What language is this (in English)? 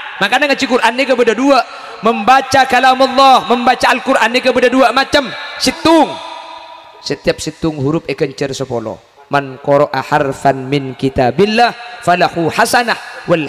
Madurese